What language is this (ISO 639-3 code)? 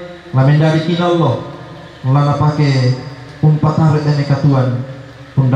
sda